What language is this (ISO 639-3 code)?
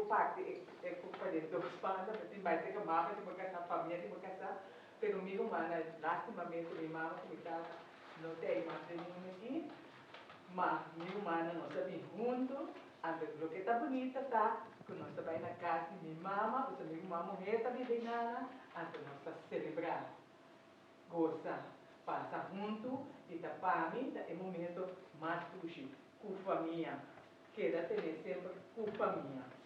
pap